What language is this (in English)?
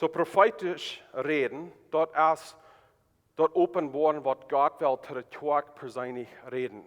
Plautdietsch